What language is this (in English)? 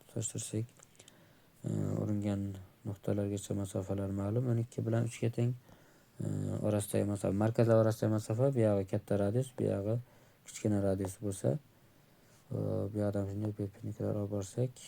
Uzbek